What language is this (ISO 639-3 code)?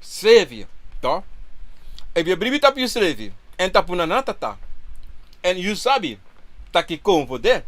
srn